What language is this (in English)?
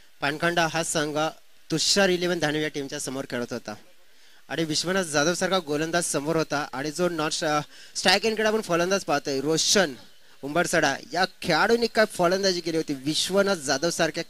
Marathi